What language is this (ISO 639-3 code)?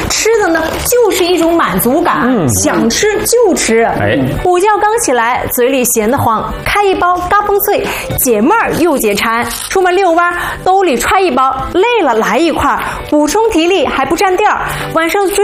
zho